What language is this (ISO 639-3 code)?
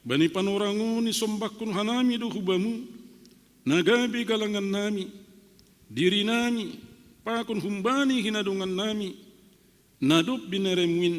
bts